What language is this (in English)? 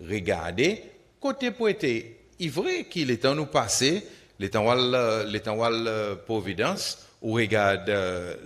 Seselwa Creole French